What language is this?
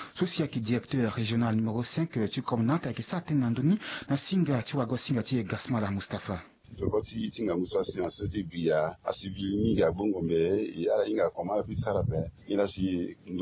Sango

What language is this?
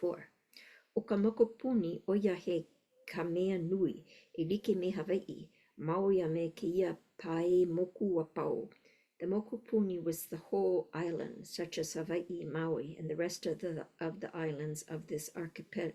Hawaiian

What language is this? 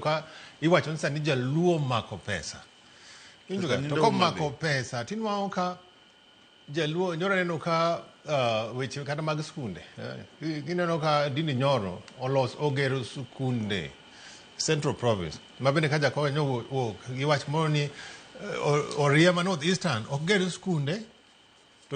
Luo (Kenya and Tanzania)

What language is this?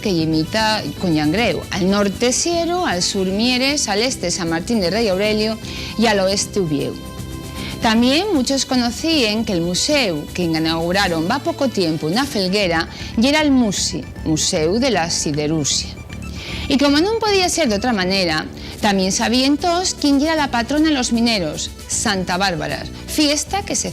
Asturian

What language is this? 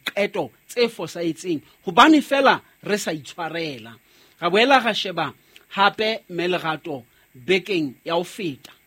Southern Sotho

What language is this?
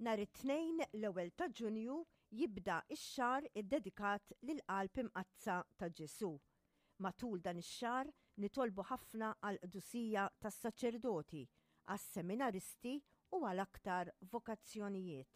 Maltese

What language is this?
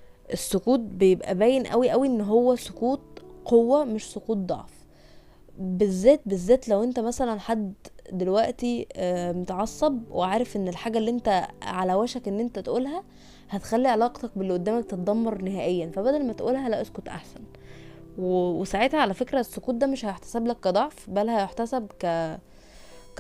Egyptian Arabic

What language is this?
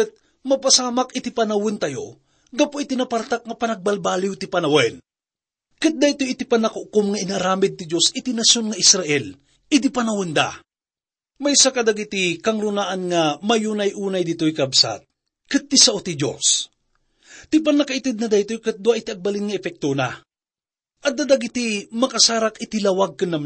Iloko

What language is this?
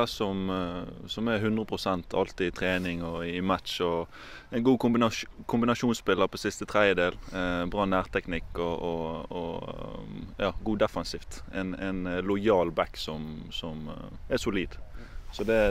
Norwegian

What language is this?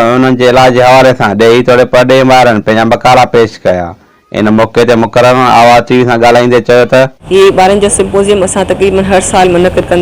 Sindhi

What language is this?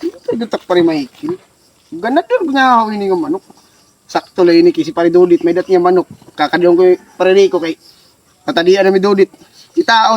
Waray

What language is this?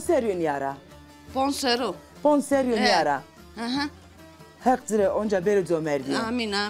Zaza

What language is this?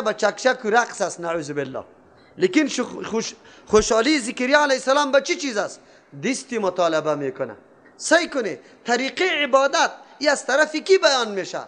Persian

